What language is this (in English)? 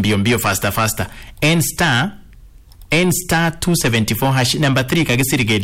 Swahili